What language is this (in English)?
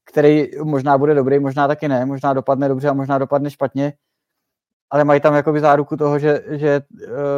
Czech